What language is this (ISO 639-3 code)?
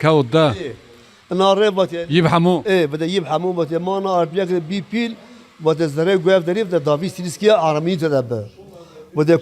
zza